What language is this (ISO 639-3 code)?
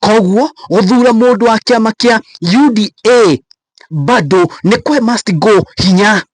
kik